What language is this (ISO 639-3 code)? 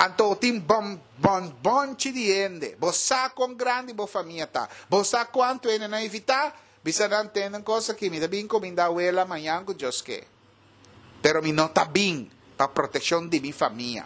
pap